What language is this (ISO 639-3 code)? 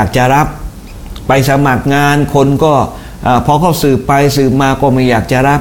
tha